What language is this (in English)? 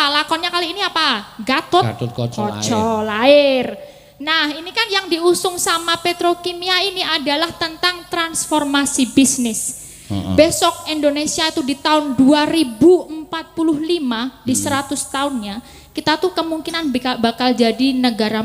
Javanese